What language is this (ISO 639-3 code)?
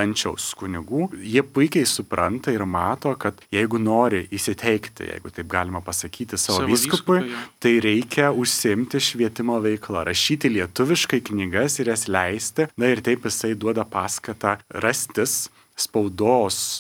lit